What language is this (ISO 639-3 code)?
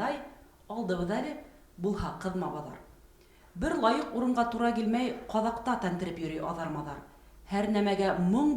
bak